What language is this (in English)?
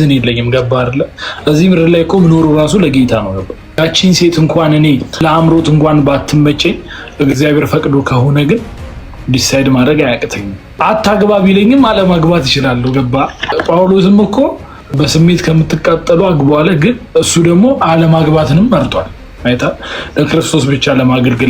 Amharic